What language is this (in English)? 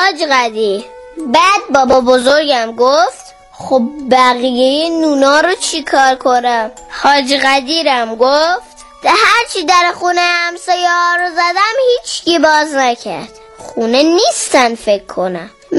Persian